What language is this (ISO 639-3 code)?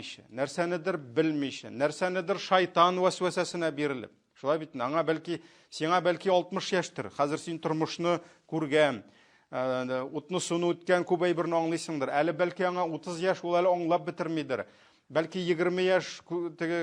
tat